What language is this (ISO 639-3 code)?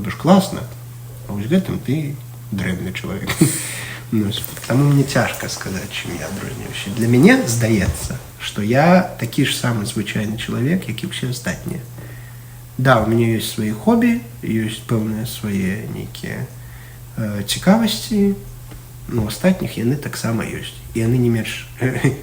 bel